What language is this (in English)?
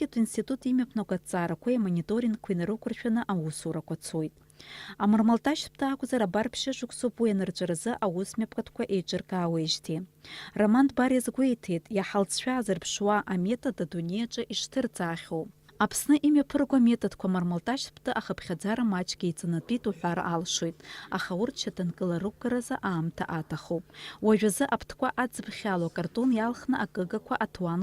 Abkhazian